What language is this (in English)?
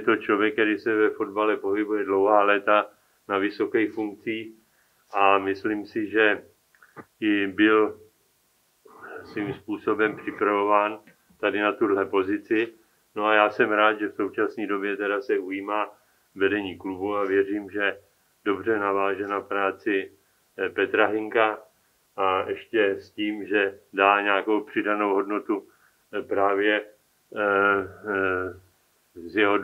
Czech